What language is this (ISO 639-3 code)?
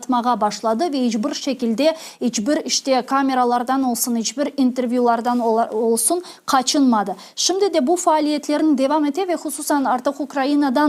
crh